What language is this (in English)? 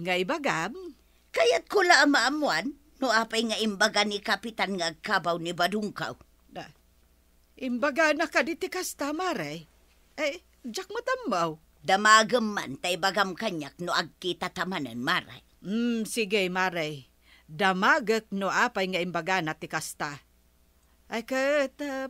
Iloko